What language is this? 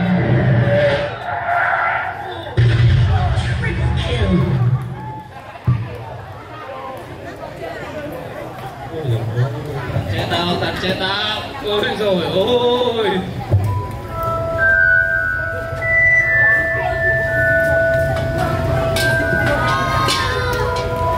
Vietnamese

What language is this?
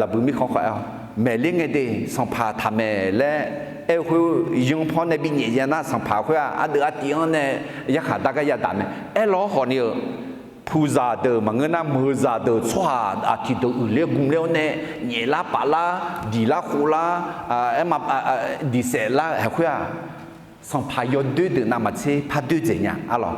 Akha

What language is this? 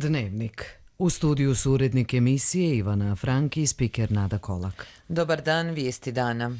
Croatian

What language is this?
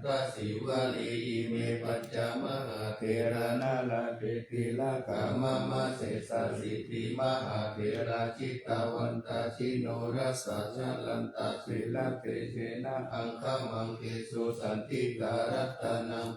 Pali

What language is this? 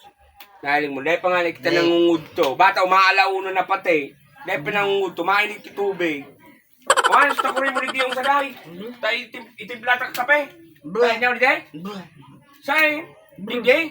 Bikol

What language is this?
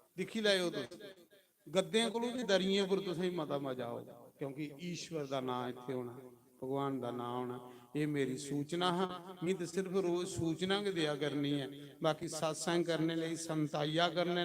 Dogri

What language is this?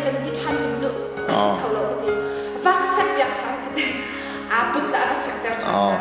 Hakha Chin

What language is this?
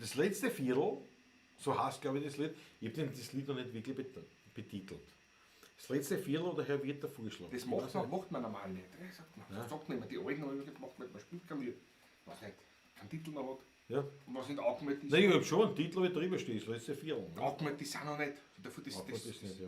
Bavarian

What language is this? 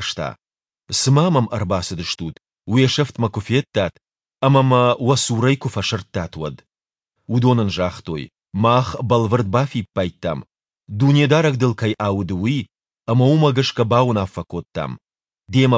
Ossetic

